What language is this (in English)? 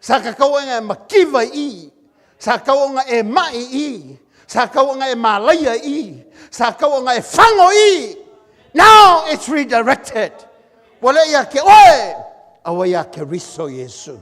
Samoan